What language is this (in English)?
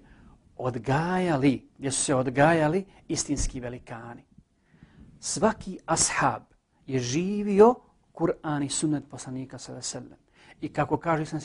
Bosnian